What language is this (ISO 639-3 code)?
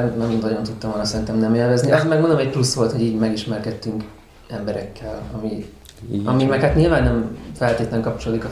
hun